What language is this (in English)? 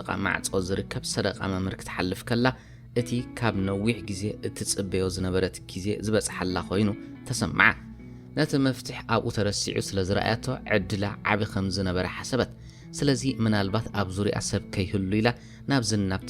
Tigrinya